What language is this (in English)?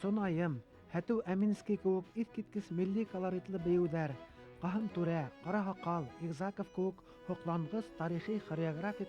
Bashkir